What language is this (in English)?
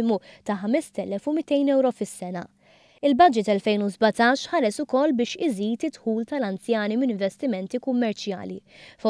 Maltese